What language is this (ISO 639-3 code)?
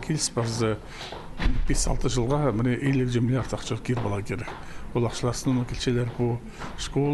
kjh